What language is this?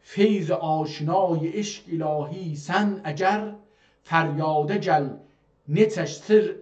South Azerbaijani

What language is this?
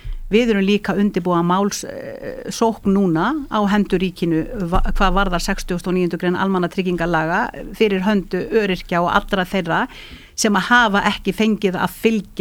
Icelandic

